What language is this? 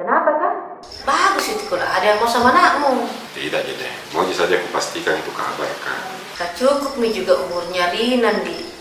Makassar Malay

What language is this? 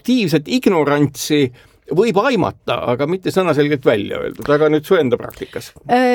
Estonian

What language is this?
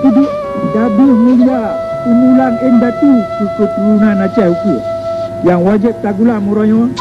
Achinese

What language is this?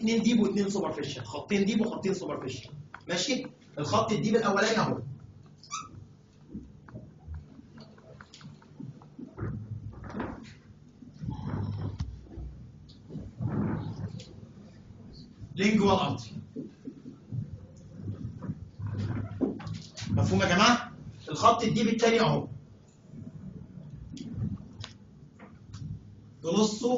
Egyptian Arabic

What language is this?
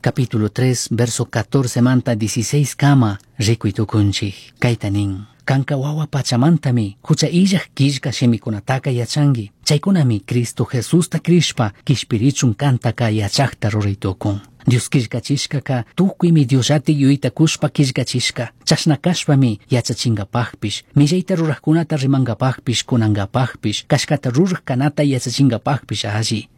Chimborazo Highland Quichua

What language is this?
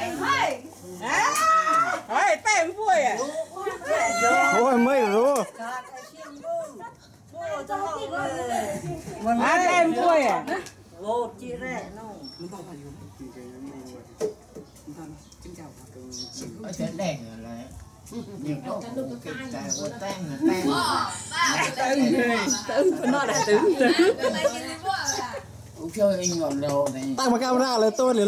Vietnamese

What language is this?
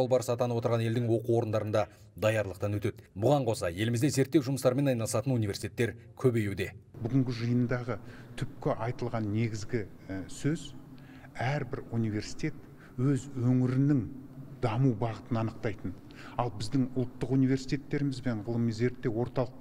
Kazakh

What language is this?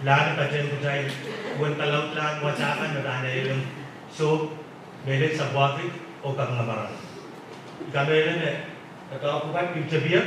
Pohnpeian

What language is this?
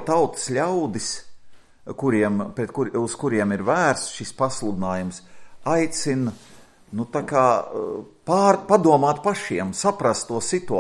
Latvian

